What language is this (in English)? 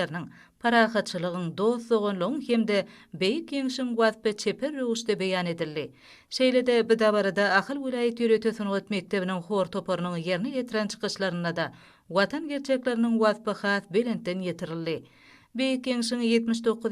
Turkmen